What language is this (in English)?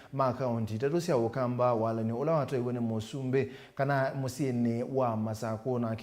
Kamba